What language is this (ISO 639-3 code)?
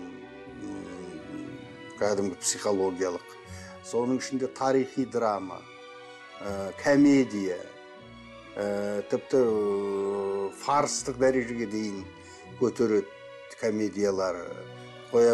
kaz